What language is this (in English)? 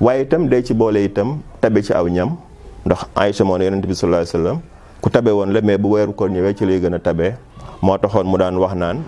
Wolof